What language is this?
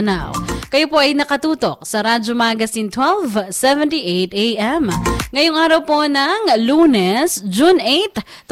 Filipino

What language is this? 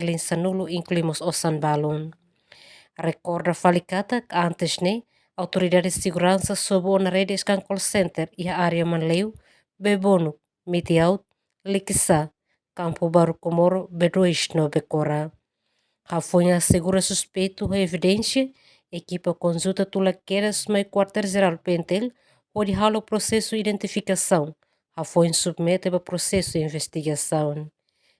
Tetum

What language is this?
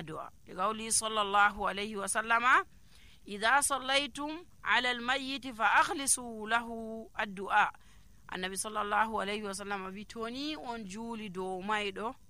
Nigerian Fulfulde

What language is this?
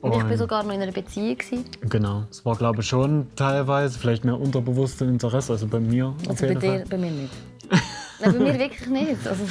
Swiss German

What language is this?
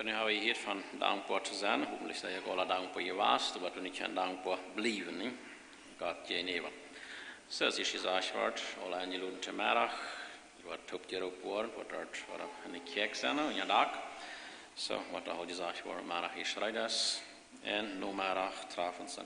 Plautdietsch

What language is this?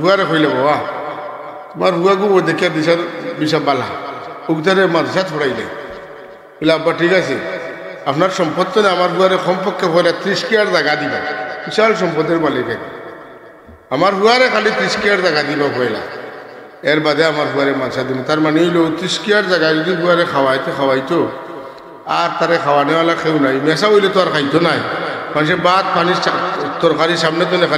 Sylheti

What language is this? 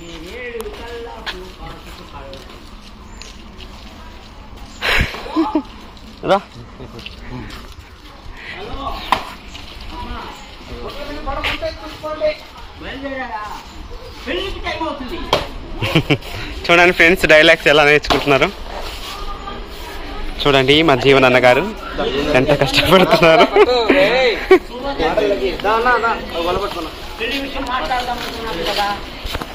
Telugu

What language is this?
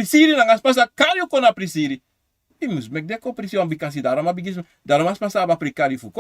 Sranan Tongo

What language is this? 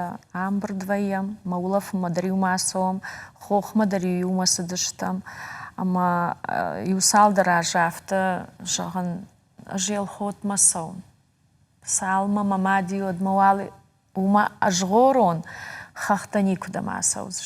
Ossetic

